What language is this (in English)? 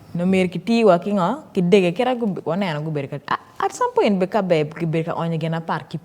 Acoli